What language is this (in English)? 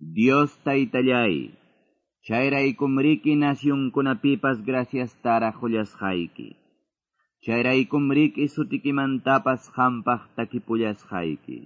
Quechua